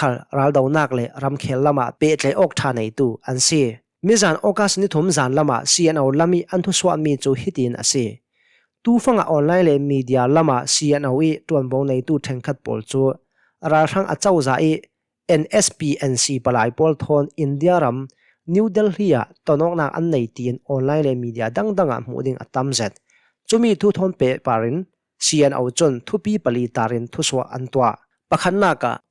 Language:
Hakha Chin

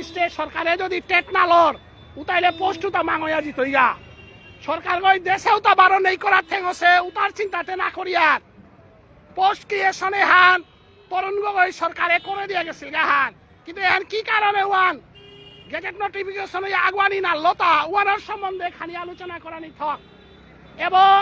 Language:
Bishnupriya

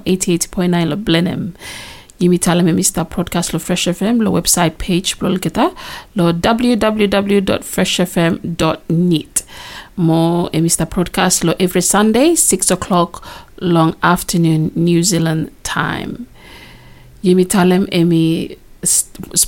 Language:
Bislama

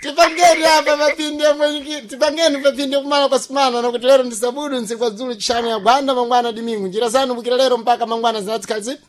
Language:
Sena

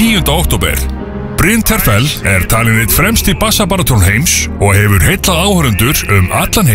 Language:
Icelandic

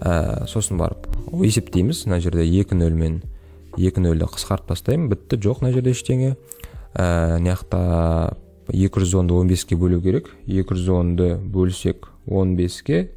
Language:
Kazakh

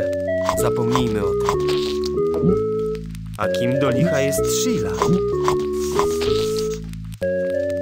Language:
Polish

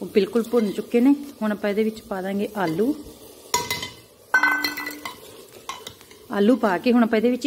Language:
Punjabi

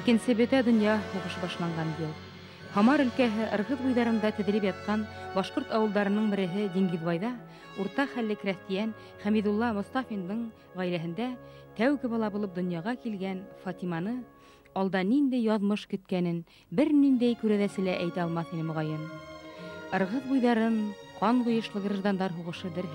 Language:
Bashkir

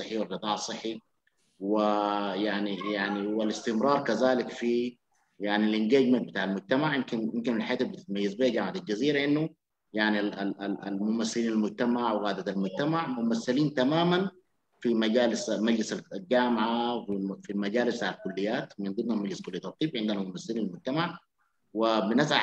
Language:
Sudanese Arabic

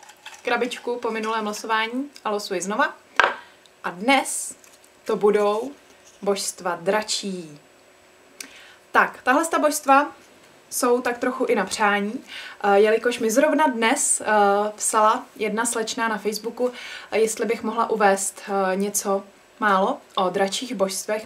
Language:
Czech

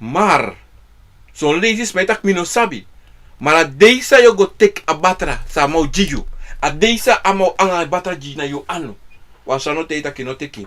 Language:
Sranan Tongo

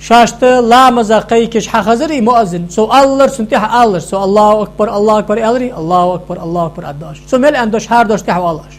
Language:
Ingush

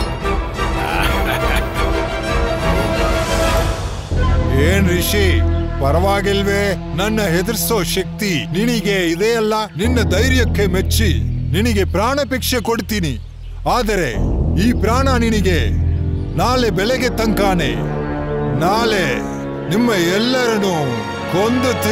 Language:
Kannada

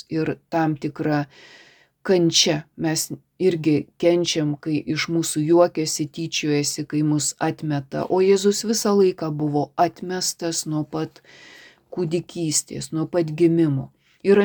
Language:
Lithuanian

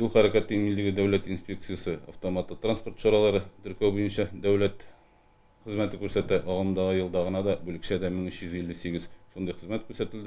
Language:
Tatar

